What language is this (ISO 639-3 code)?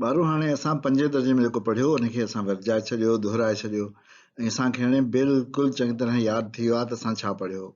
snd